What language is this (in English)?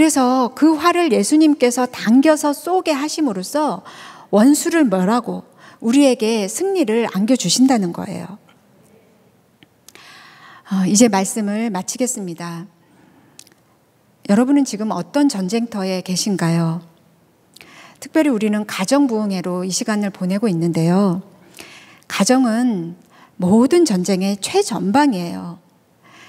Korean